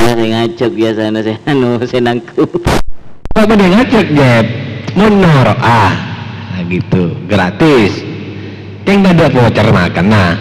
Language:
Madurese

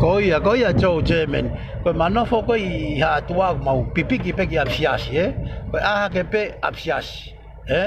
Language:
Tongan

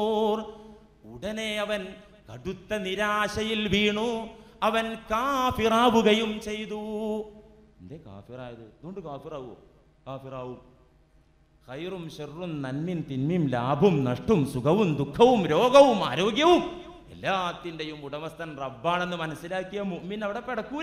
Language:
Malayalam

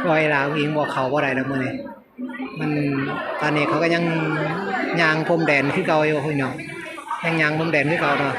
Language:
Northeastern Thai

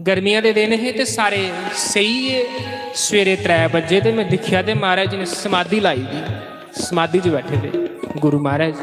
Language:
Dogri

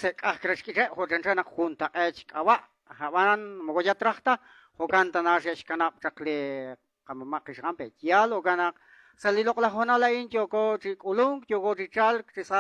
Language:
Kekchí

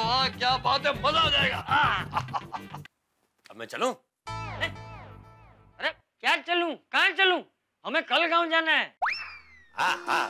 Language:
Hindi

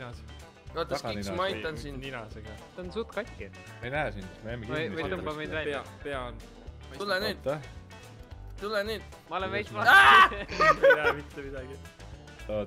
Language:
Estonian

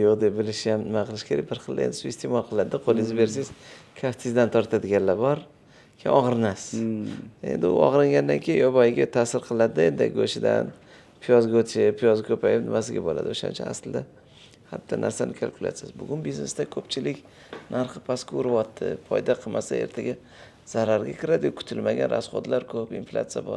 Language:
Uzbek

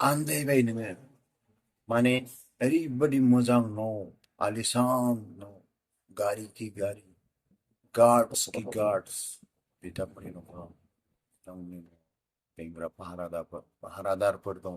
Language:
Bodo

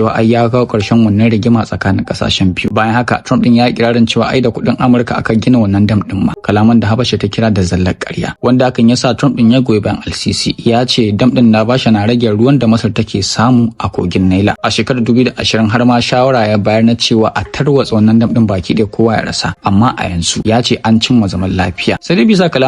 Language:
Hausa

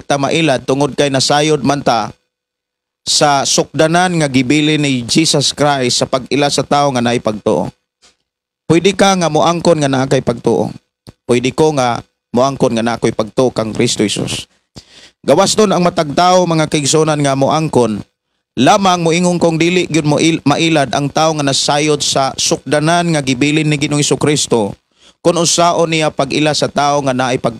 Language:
Cebuano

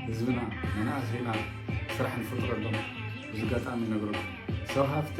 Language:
Tigrinya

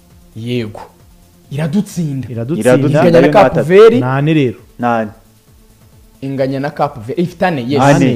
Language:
Kinyarwanda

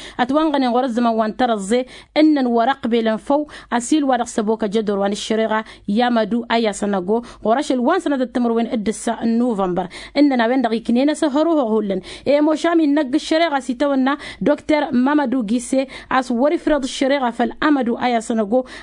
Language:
Tamasheq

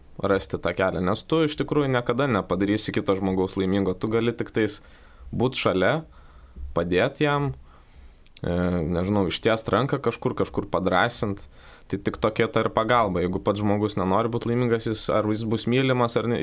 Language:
Lithuanian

